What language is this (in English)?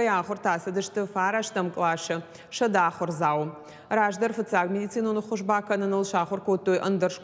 Ossetic